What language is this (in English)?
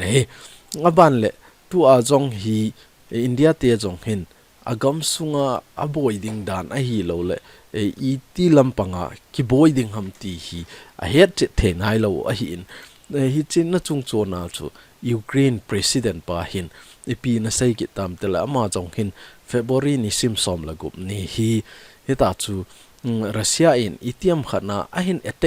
Thado Chin